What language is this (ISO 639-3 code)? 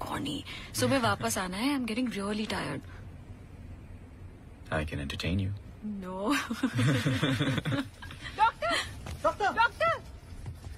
hin